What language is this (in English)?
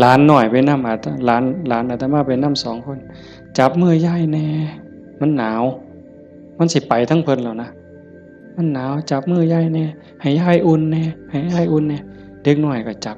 Northeastern Thai